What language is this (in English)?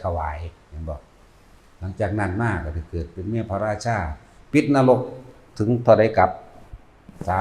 Northeastern Thai